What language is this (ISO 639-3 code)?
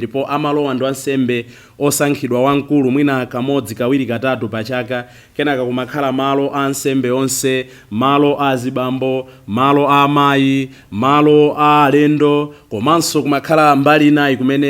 nya